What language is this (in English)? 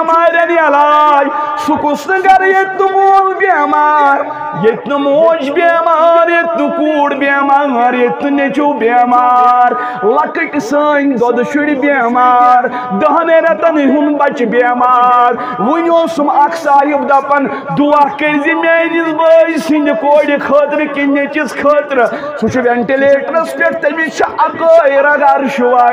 Kashmiri